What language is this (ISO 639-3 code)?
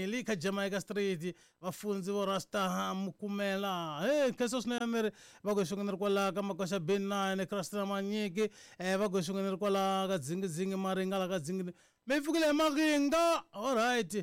tso